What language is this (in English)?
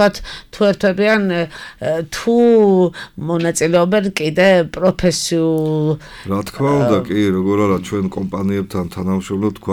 Georgian